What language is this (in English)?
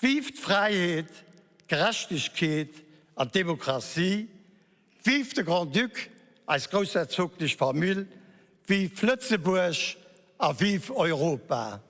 Luxembourgish